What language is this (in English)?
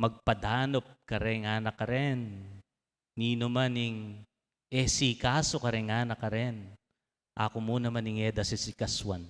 Pampanga